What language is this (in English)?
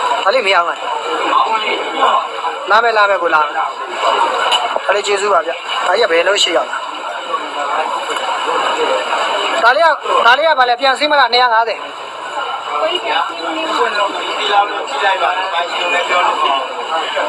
Burmese